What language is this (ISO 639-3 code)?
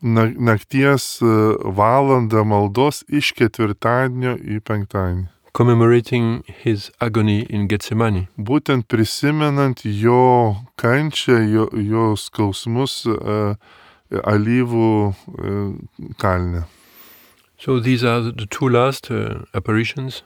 lit